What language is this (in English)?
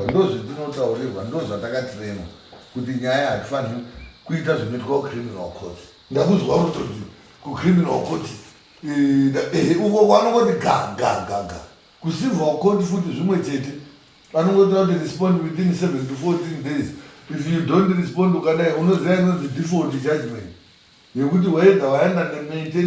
Shona